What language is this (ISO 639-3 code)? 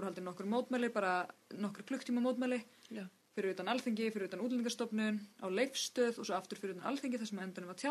isl